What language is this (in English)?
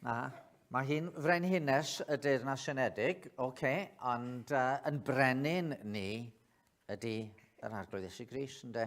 Welsh